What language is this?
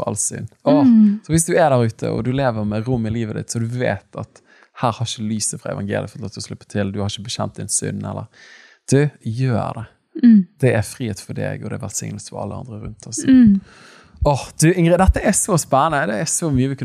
Norwegian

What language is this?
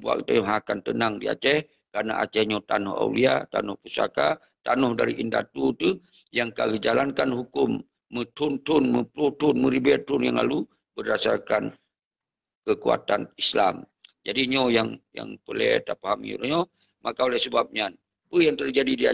Achinese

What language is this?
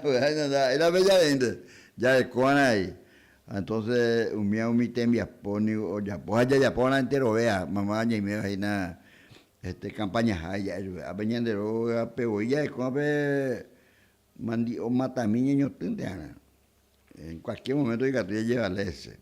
Guarani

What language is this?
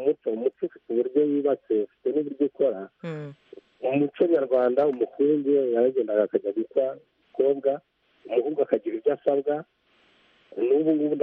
Kinyarwanda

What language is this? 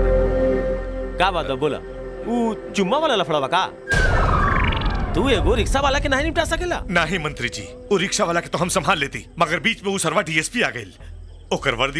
Bhojpuri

